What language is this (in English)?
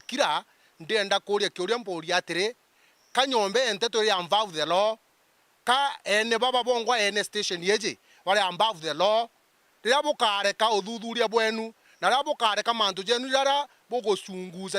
Meru